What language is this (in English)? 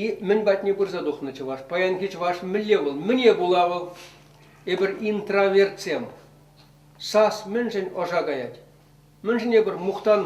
Chuvash